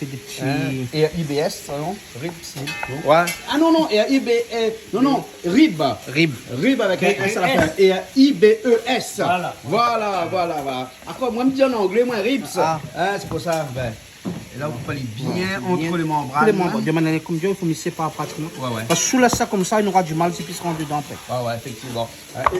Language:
Réunion Creole French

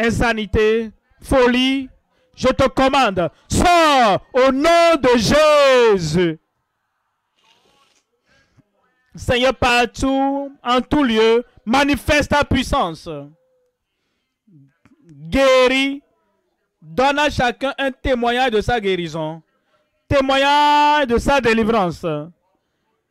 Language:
French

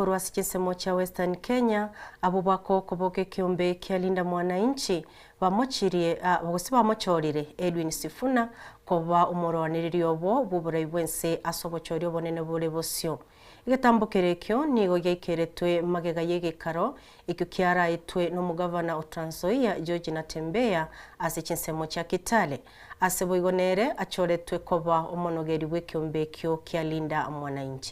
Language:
Gusii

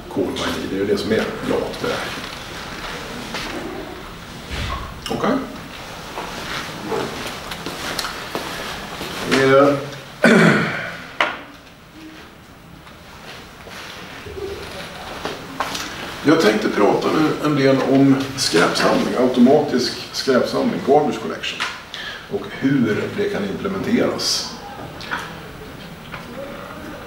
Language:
Swedish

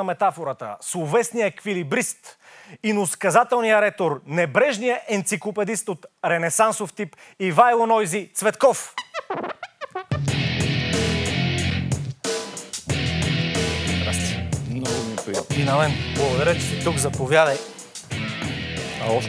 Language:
Bulgarian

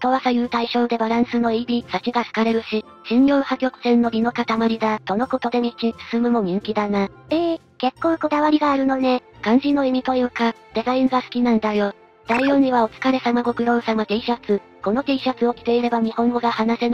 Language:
Japanese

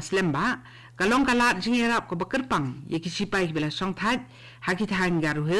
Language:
Khasi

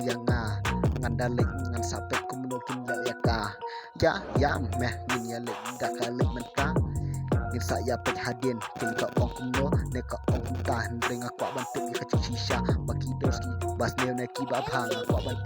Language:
Khasi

